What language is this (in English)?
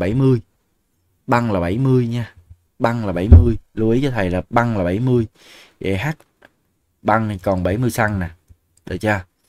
Vietnamese